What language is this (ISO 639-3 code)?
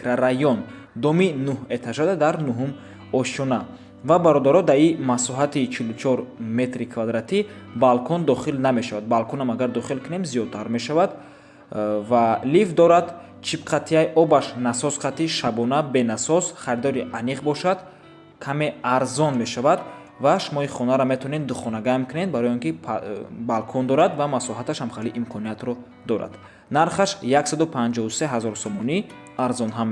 tgk